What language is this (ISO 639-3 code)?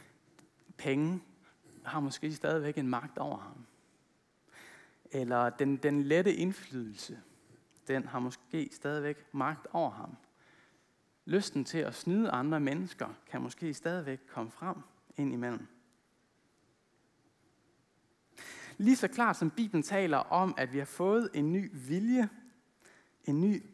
dan